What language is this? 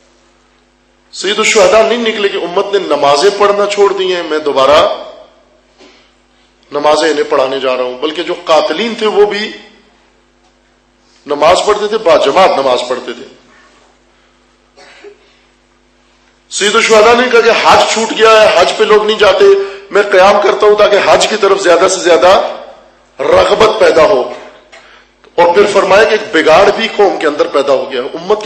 Urdu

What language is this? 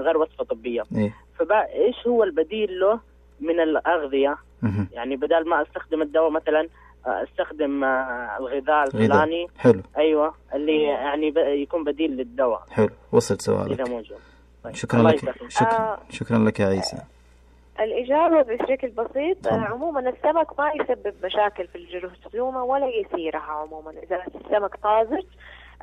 Najdi Arabic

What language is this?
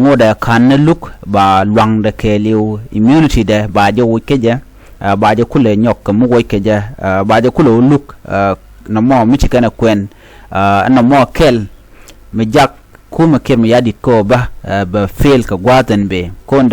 Nuer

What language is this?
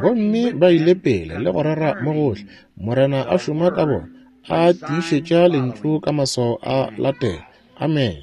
Northern Sotho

